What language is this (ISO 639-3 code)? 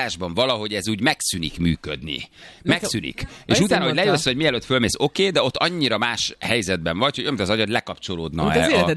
hun